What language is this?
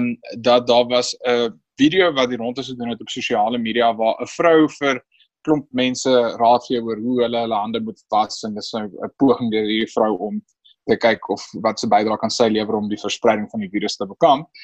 Afrikaans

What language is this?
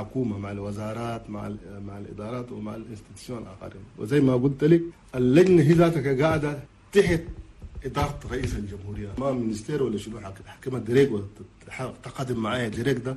Chadian Arabic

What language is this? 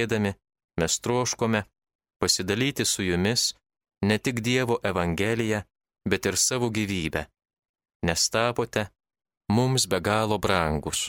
Lithuanian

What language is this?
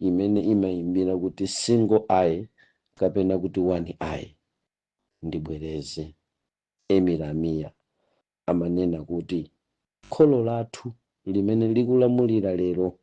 Nyanja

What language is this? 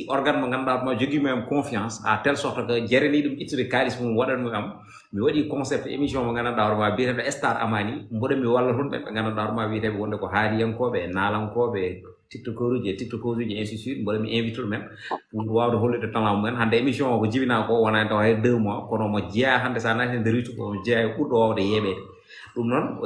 Fula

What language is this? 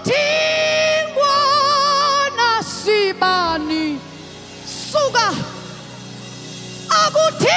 Swahili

